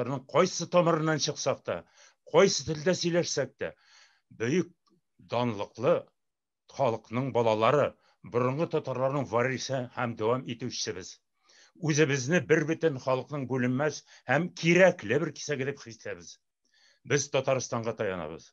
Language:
Tatar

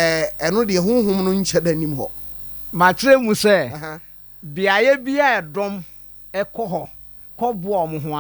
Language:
Akan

